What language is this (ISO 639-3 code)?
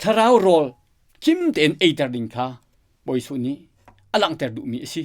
cnh